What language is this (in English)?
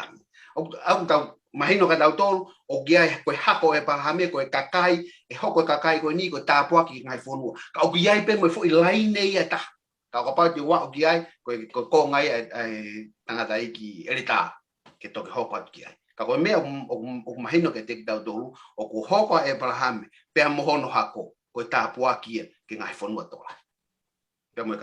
Tongan